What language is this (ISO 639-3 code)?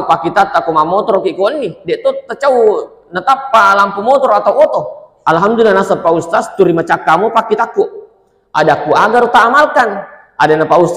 bug